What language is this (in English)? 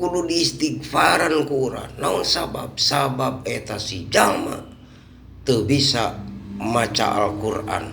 Sundanese